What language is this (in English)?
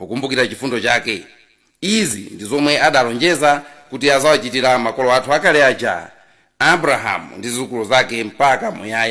Nyanja